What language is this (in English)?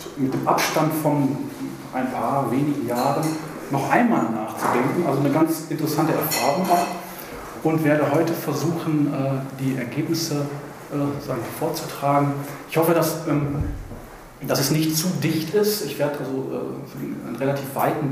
German